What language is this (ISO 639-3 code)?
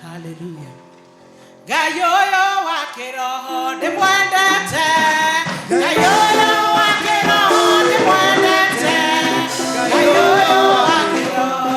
kik